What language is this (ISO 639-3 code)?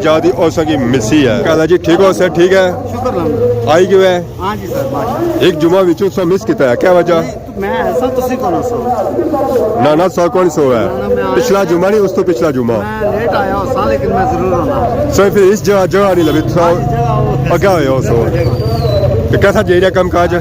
phr